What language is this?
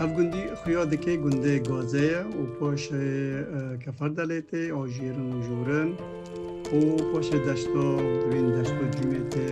Kurdish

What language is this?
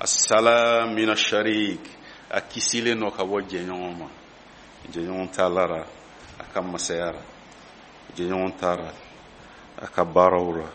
Bambara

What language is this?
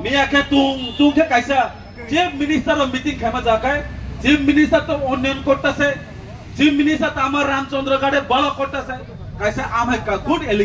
Kok Borok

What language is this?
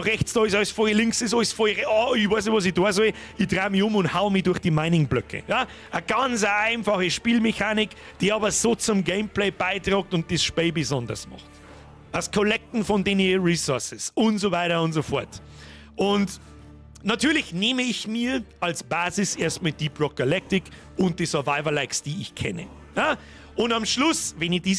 Bavarian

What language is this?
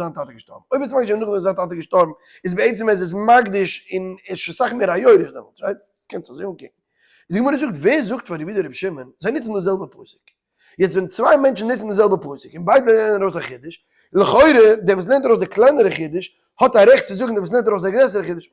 Yiddish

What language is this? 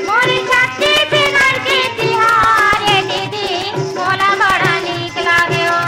Chhattisgarhi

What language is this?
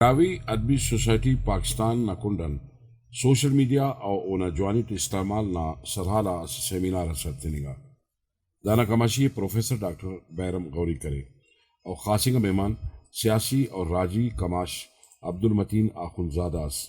Brahui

